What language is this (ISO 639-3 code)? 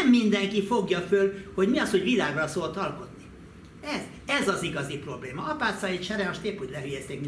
hun